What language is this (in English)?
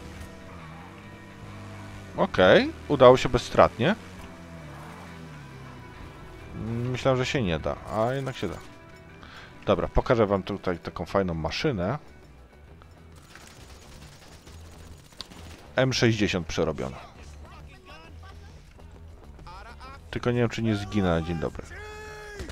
Polish